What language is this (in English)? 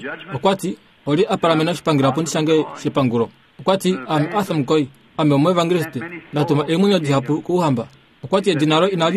Kuanyama